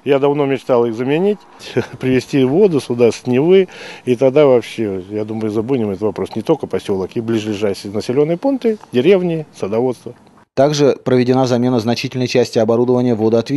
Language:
Russian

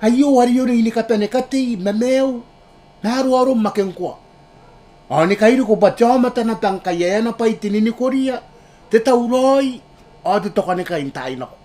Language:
Gilbertese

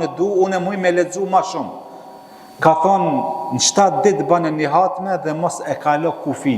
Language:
Albanian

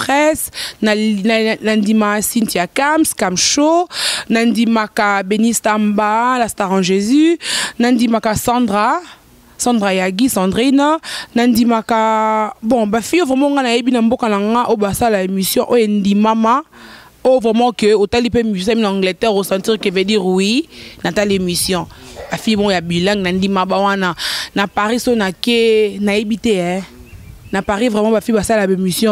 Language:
Lingala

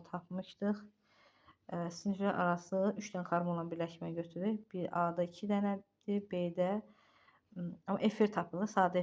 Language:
Azerbaijani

